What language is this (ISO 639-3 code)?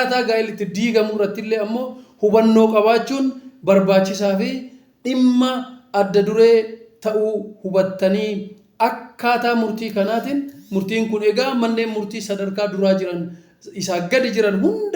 orm